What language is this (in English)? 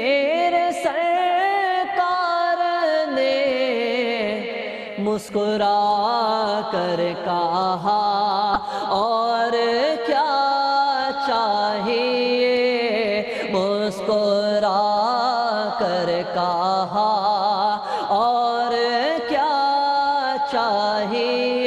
Urdu